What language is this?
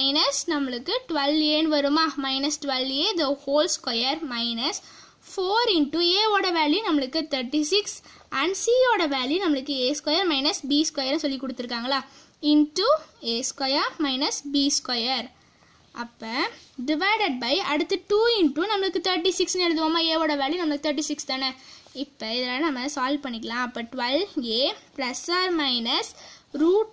Tamil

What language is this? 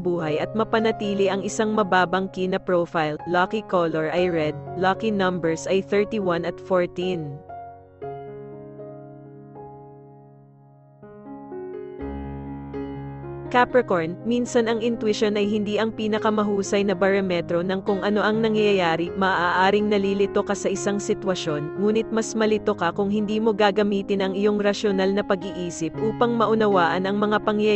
Filipino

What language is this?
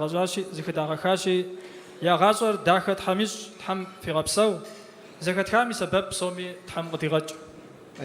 Kabardian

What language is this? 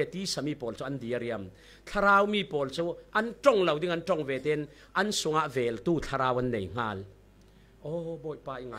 Falam Chin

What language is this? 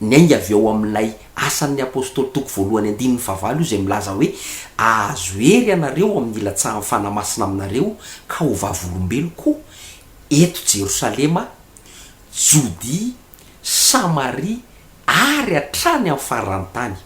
Malagasy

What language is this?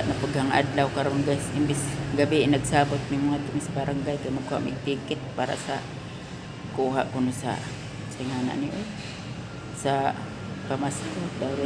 Cebuano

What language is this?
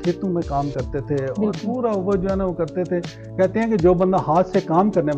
Urdu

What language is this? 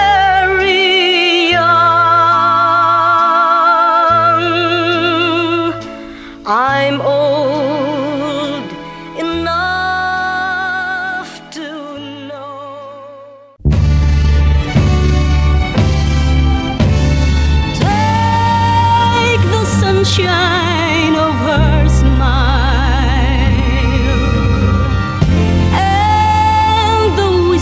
English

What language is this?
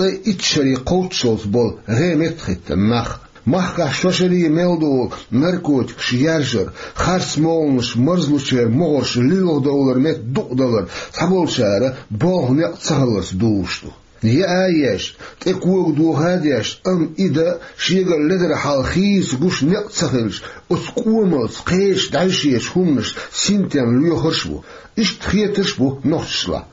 Chechen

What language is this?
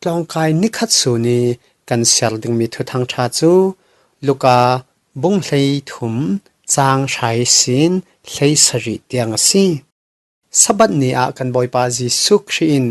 Falam Chin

